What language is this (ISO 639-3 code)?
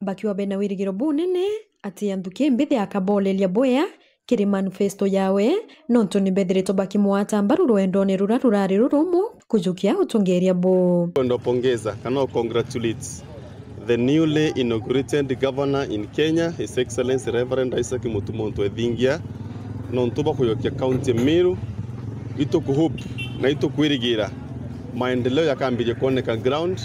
mer